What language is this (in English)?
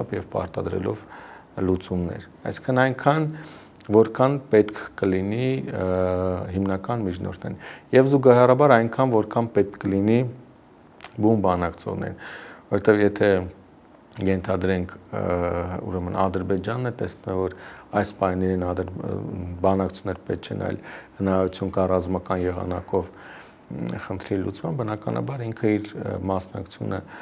Armenian